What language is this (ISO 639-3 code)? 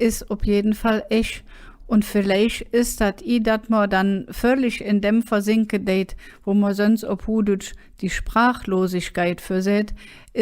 ksh